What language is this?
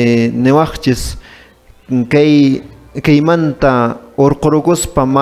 Quechua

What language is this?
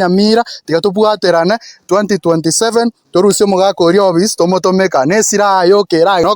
Gusii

